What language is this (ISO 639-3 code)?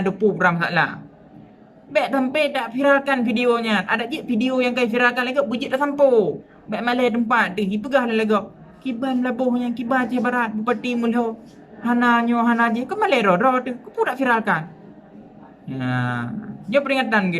ace